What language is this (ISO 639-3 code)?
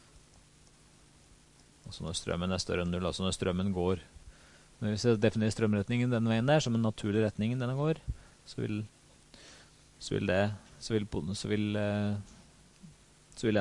nor